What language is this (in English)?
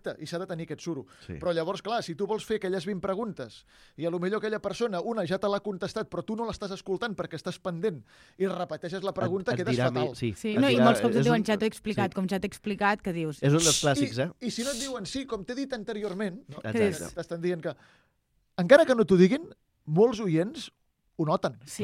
Catalan